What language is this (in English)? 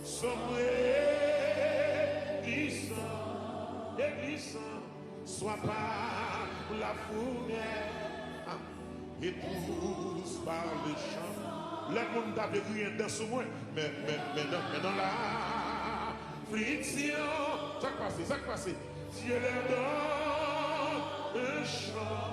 Haitian Creole